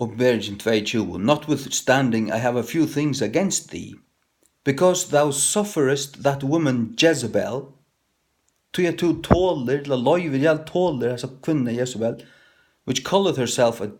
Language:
Faroese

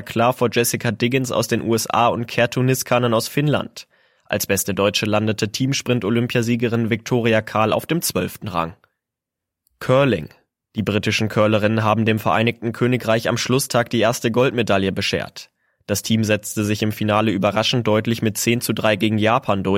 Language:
German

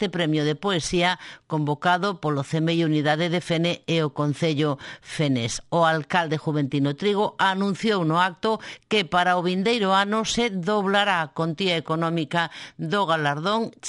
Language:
Galician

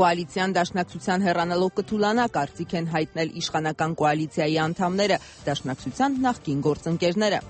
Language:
Armenian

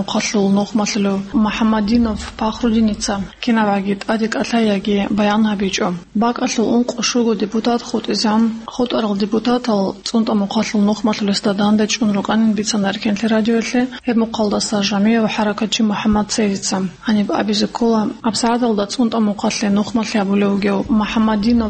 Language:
Avaric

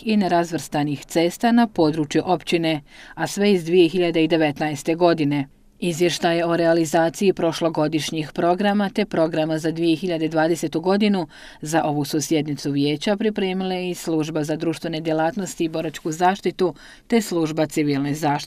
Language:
Bosnian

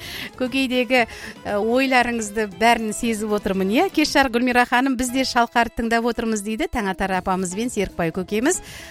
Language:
Kazakh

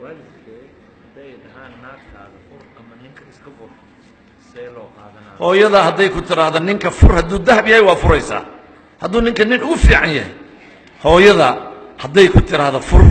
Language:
Somali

